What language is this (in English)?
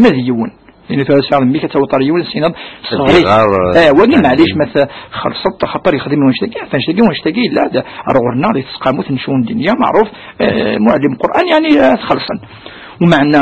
Kabyle